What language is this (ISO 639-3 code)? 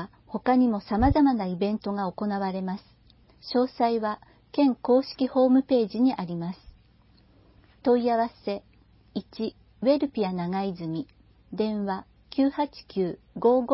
jpn